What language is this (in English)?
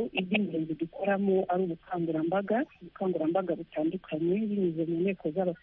Kinyarwanda